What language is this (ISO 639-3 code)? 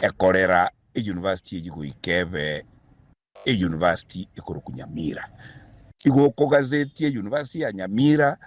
guz